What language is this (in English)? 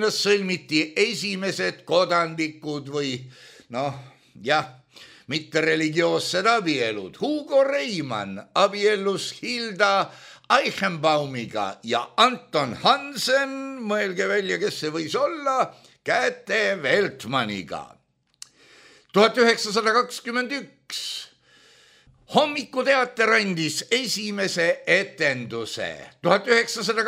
Estonian